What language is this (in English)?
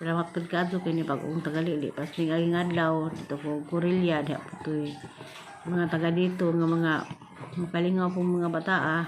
Cebuano